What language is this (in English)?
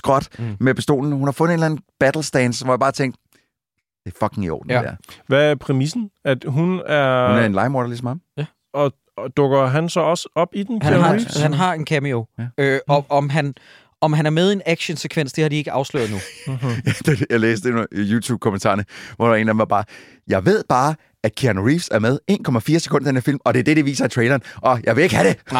Danish